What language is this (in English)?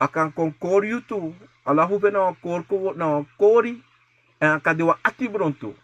Sranan Tongo